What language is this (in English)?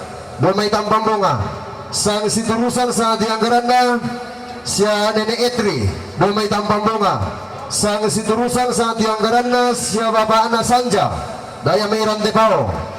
Toraja-Sa'dan